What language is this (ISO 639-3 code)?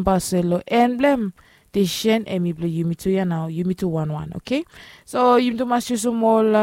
bis